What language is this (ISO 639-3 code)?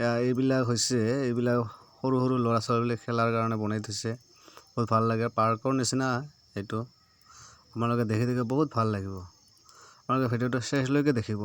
asm